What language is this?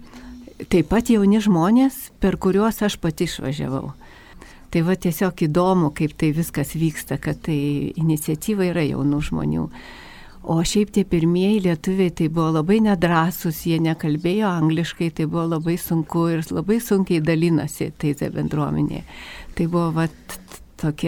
Lithuanian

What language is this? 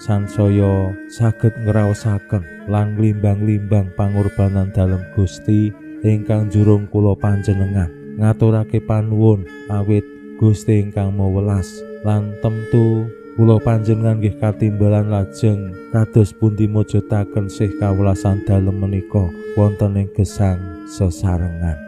Javanese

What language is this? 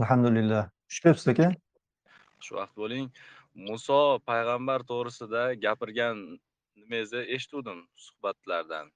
Uzbek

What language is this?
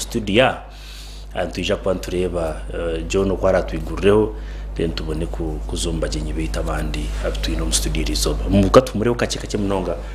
Nyankole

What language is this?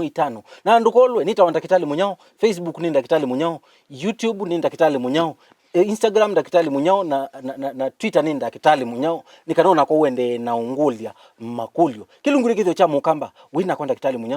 Kamba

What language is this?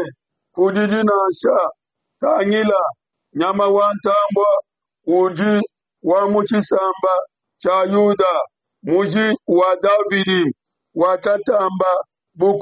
Luba-Lulua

